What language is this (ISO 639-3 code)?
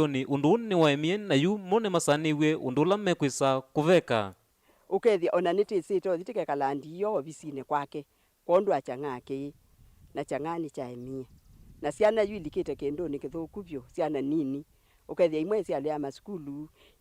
kam